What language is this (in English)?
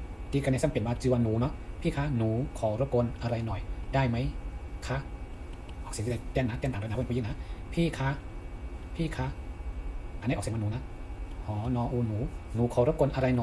Shan